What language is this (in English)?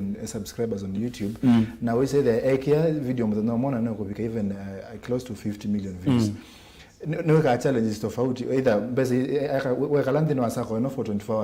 Kamba